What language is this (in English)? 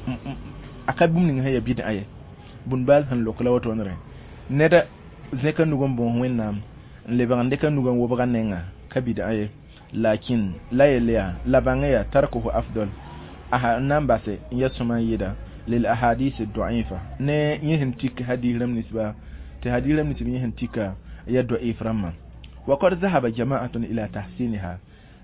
Mossi